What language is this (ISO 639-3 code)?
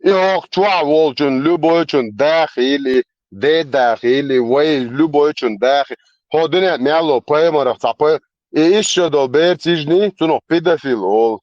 che